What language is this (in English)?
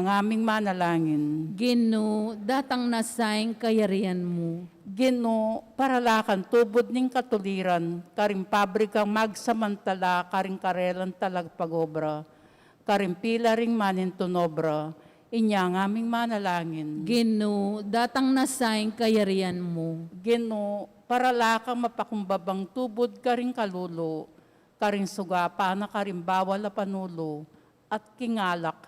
Pampanga